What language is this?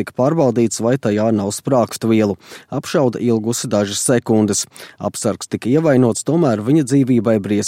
Latvian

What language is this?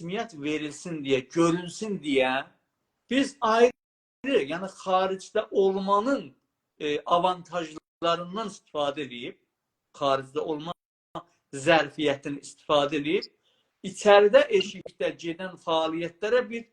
South Azerbaijani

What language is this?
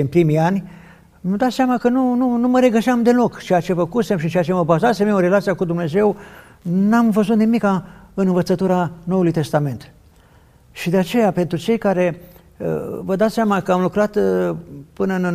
Romanian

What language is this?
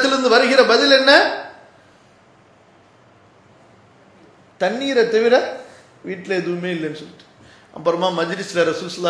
Tamil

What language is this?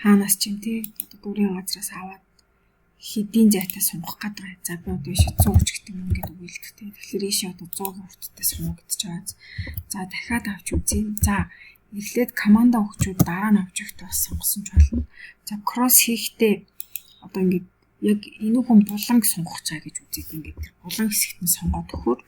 Mongolian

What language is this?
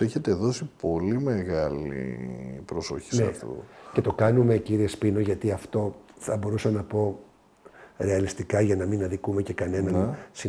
Greek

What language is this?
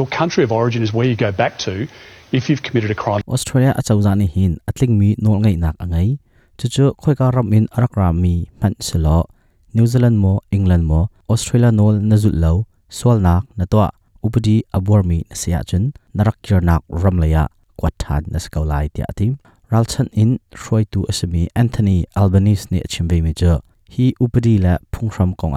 Hakha Chin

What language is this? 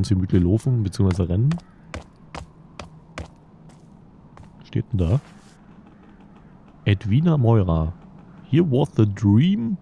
German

